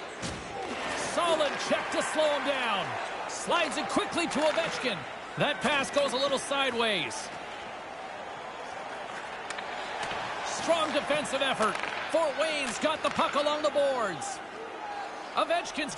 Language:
English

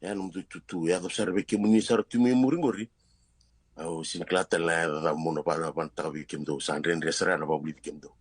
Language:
Fijian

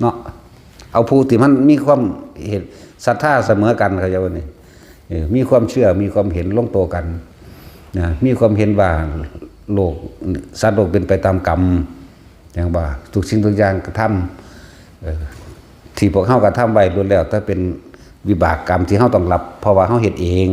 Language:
Northeastern Thai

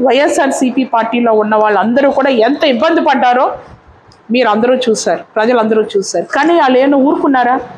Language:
Telugu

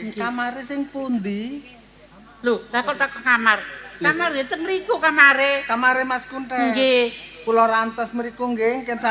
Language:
Javanese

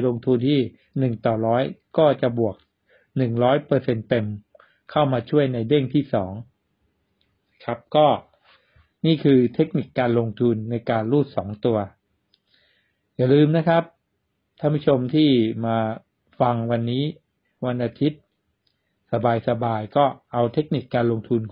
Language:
Thai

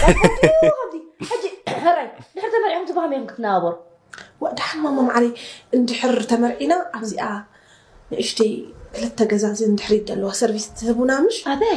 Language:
Tigrinya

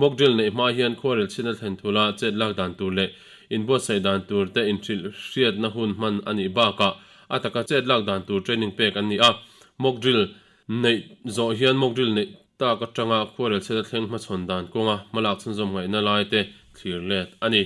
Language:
Mizo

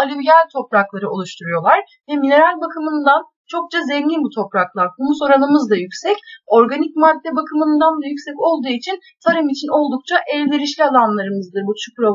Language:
Turkish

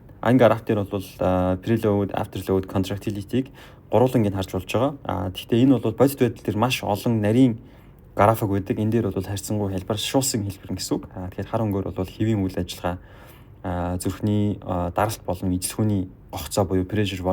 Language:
Mongolian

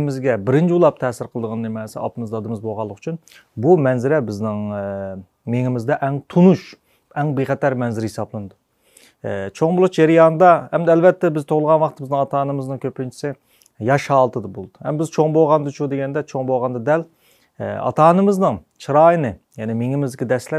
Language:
Uyghur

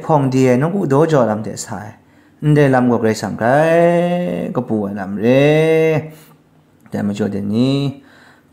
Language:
Kachin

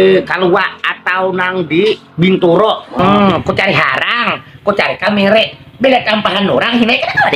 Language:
Banjar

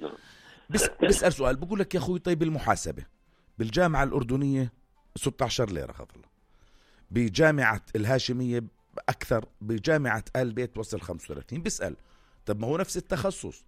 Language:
North Levantine Arabic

